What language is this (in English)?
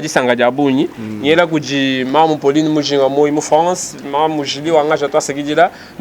Luba-Lulua